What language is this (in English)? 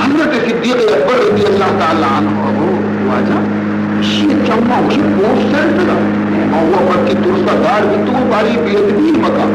Baluchi